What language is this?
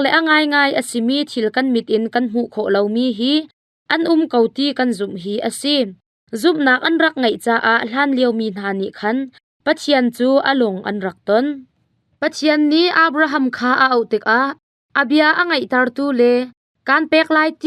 Hakha Chin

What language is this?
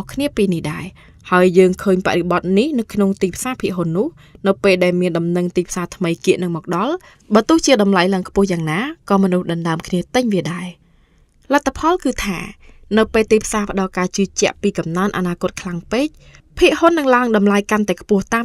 Khmer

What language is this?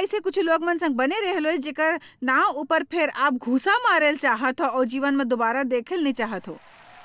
Chhattisgarhi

